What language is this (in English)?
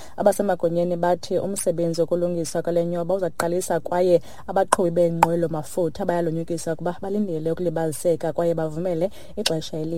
Xhosa